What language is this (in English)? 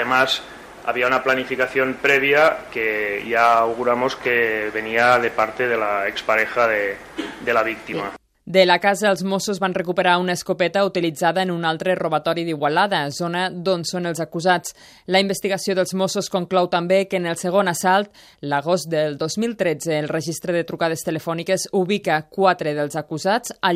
Catalan